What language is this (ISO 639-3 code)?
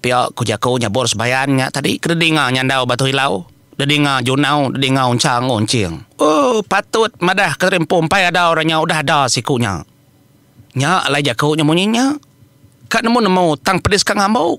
iba